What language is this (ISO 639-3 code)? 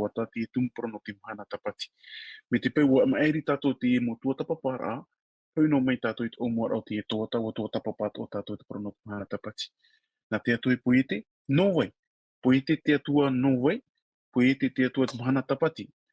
tah